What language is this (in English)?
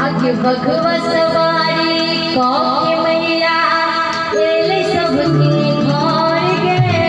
Maithili